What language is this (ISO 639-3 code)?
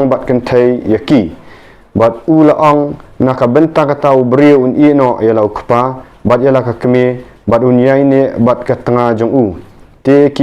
kha